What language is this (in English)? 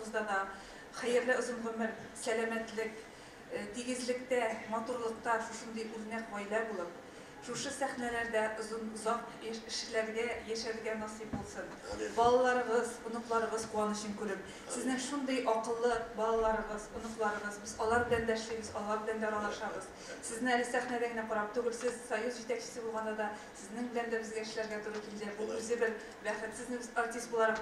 Tatar